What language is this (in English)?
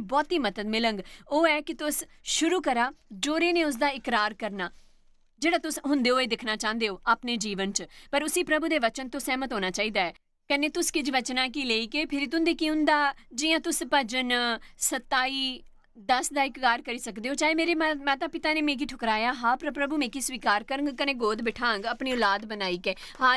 Dogri